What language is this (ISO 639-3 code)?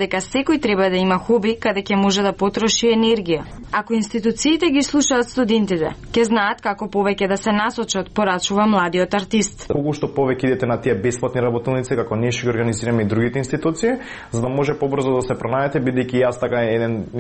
mkd